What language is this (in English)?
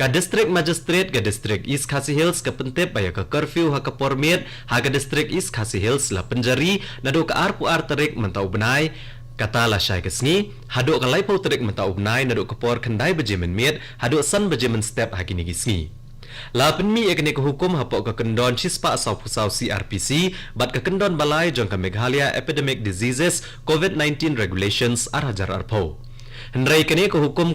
Khasi